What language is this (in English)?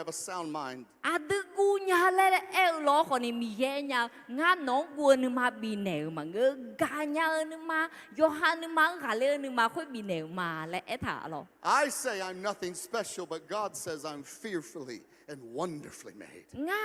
Akha